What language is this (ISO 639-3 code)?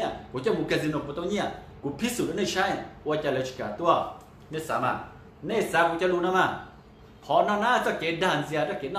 hmn